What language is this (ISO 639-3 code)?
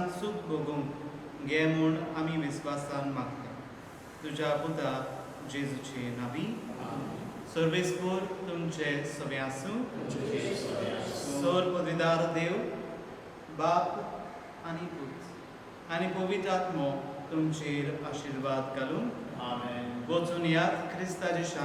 kok